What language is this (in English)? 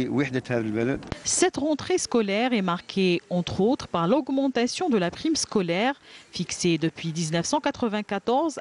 French